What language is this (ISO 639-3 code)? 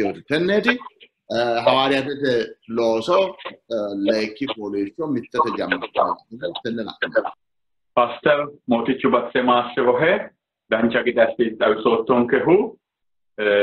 sid